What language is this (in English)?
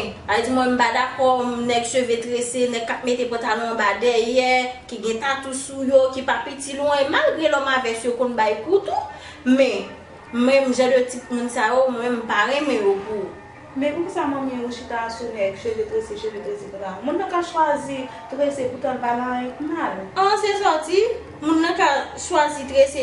Haitian Creole